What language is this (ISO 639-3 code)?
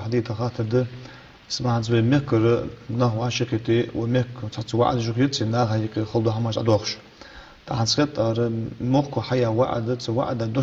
inh